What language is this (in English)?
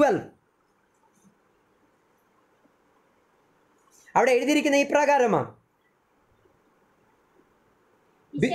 Malayalam